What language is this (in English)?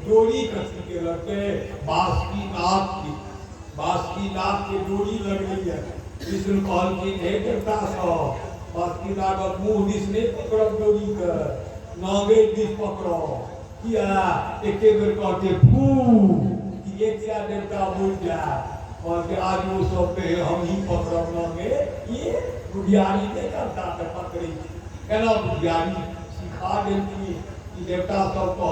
Maithili